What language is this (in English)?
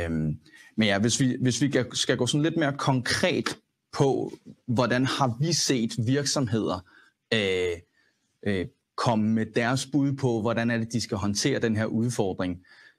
Danish